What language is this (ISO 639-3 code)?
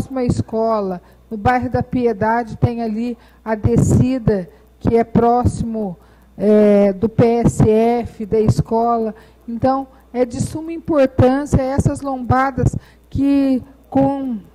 por